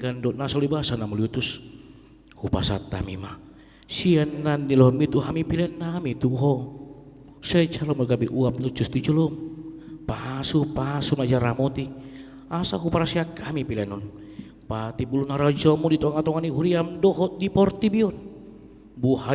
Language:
Batak Toba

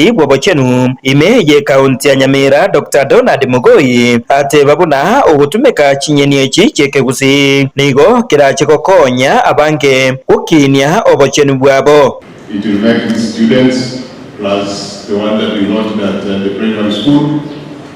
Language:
Gusii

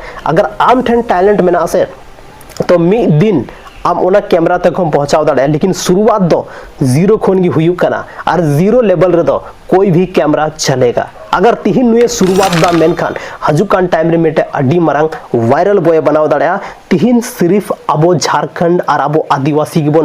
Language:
Santali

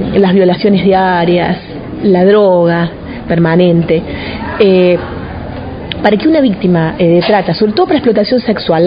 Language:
Spanish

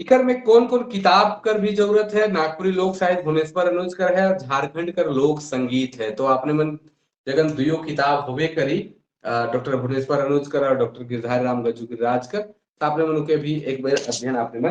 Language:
Sadri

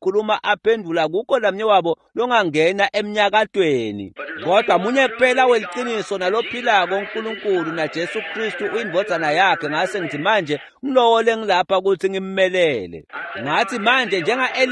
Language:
Swati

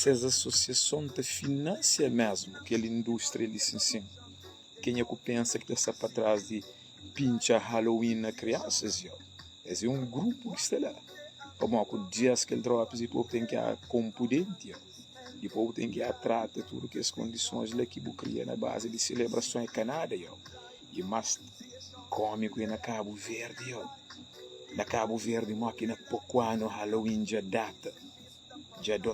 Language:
Kabuverdianu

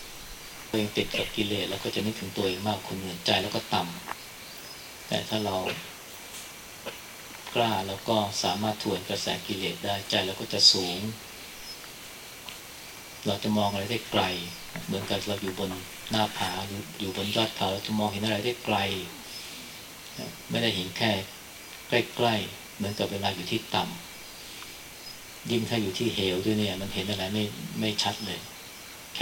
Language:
Thai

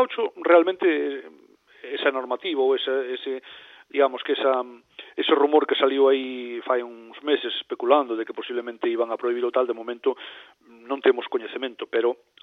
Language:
Galician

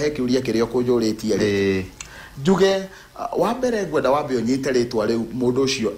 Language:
Kikuyu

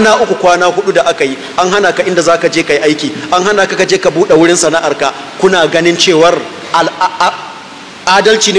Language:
Hausa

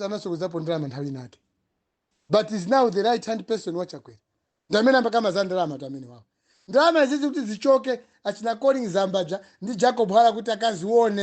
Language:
Nyanja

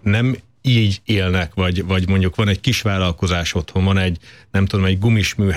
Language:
Hungarian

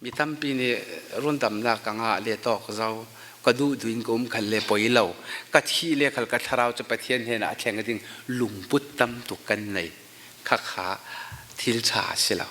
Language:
Falam Chin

